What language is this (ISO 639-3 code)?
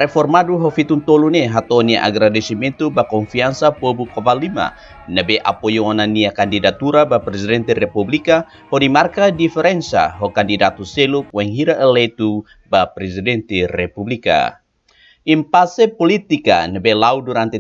tet